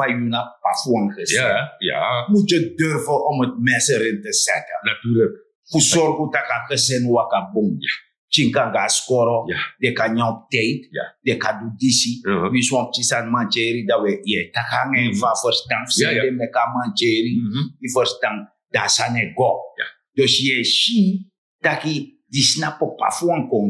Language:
Sranan Tongo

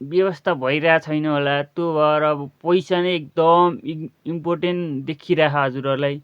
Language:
Nepali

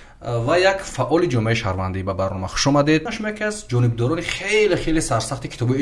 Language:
Tajik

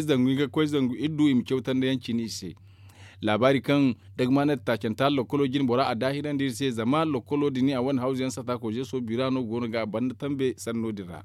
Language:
Zarma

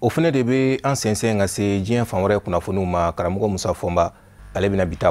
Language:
Bambara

